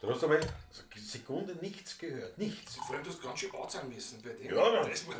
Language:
Bavarian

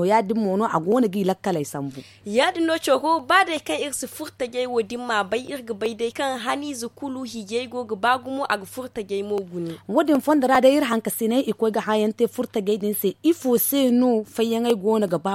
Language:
Zarma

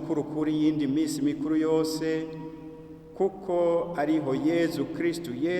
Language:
Rundi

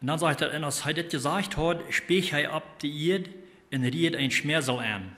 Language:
Plautdietsch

